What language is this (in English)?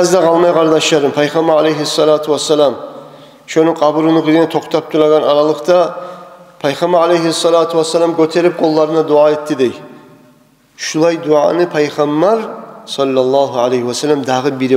Kumyk